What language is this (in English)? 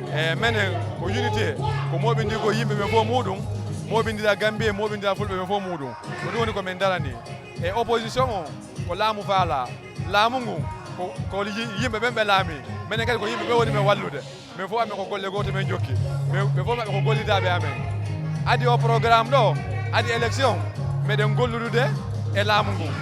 Fula